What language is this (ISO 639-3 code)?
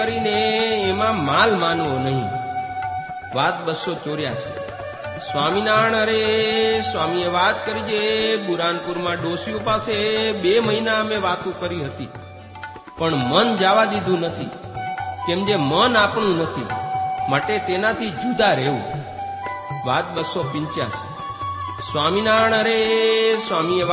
guj